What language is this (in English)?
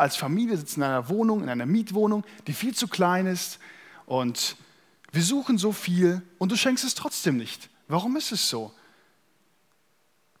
German